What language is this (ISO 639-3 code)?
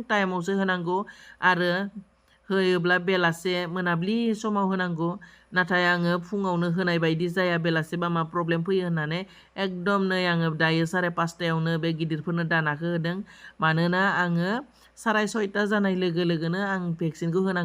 brx